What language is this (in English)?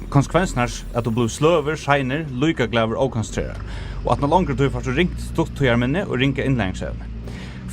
Faroese